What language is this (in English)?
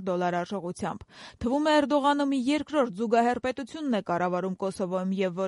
Armenian